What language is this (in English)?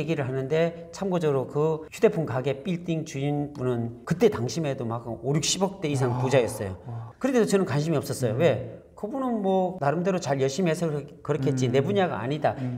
Korean